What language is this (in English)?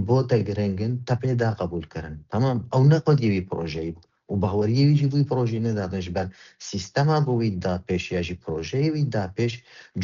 Kurdish